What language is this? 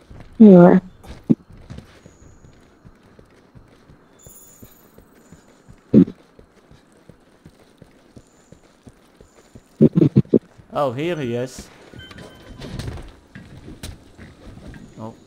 English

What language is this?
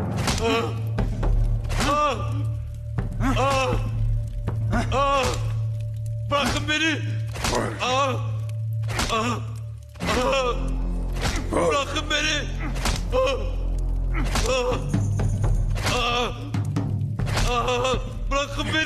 Turkish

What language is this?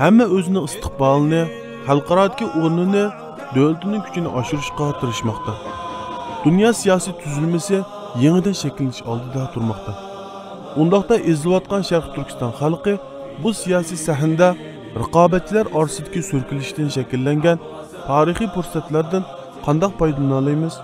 Uyghur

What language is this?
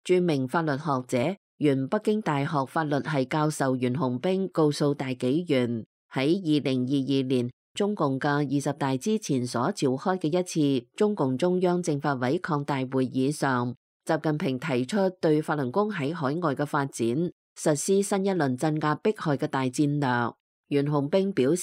Cantonese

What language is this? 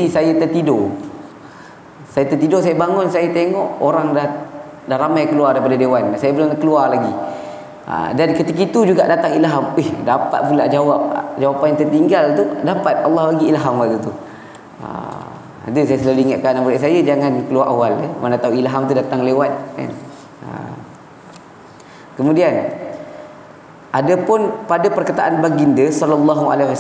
Malay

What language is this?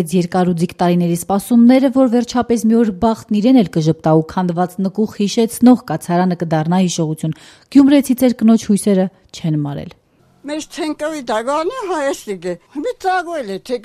Armenian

